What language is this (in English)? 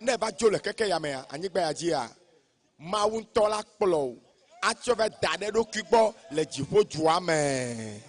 Ewe